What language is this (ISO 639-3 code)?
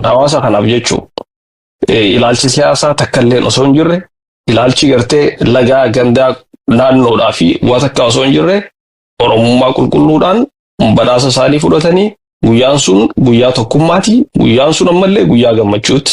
orm